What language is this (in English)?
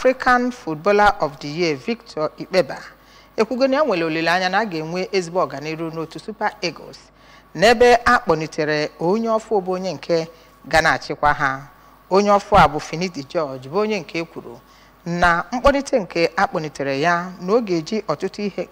Igbo